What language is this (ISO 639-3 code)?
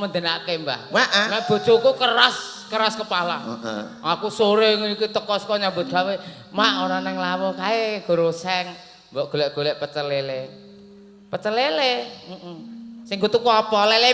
jav